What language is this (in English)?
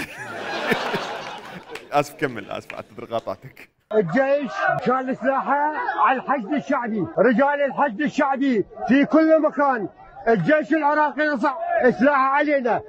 Mesopotamian Arabic